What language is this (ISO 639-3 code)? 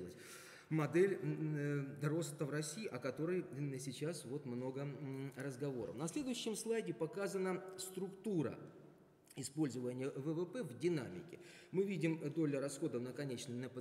rus